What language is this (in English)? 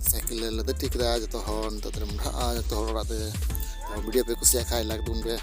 Santali